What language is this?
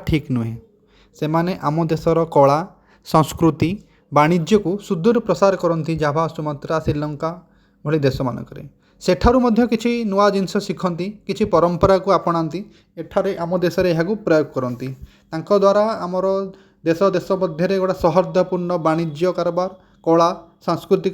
Odia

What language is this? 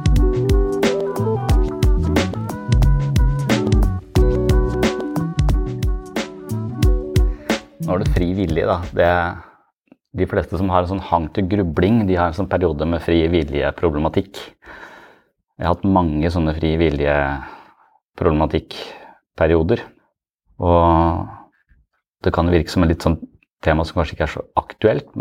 Norwegian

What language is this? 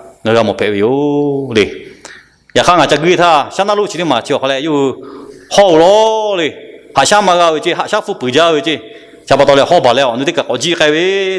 Lahu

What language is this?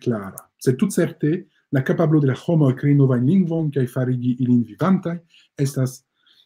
Esperanto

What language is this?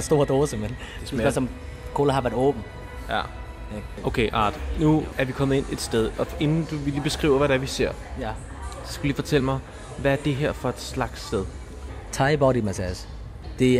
Danish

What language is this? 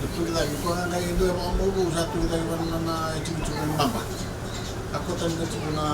Fijian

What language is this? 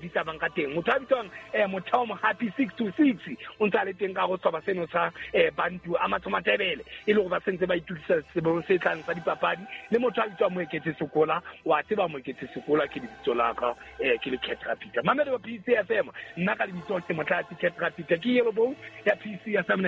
Southern Sotho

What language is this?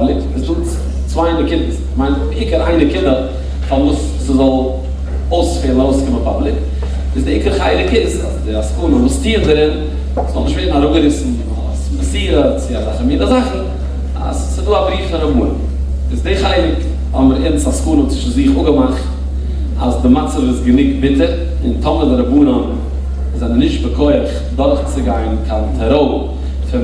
Yiddish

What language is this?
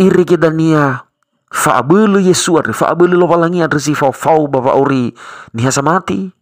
Nias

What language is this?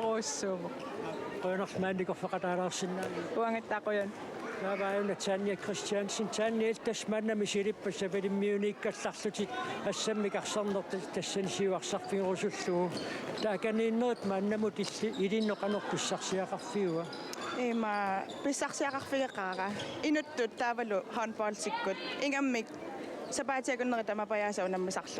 Kalaallisut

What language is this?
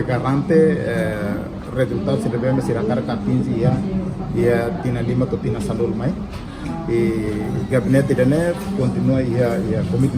Tetum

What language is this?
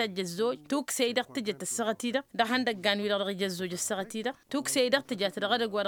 Tamasheq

